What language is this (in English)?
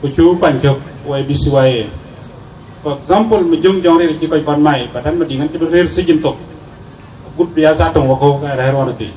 Dinka